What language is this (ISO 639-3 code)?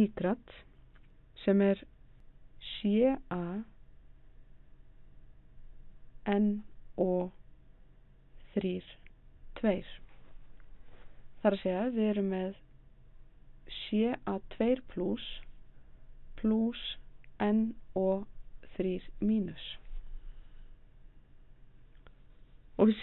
isl